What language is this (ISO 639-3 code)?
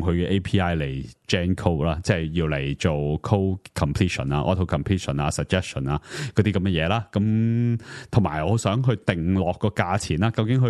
yue